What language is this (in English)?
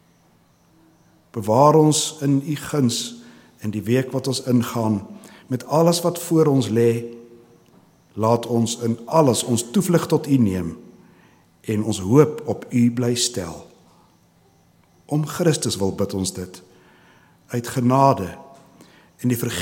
Afrikaans